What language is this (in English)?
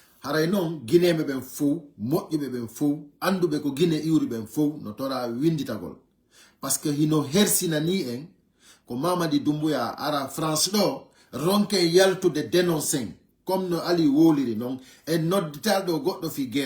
Fula